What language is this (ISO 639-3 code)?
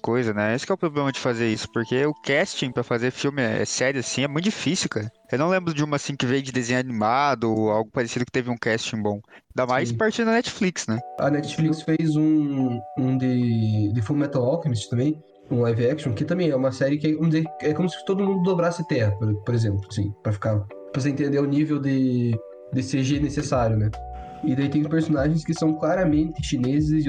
por